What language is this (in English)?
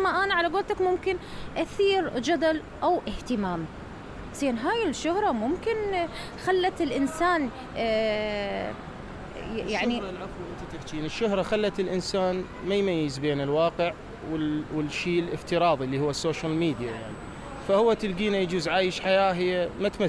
Mesopotamian Arabic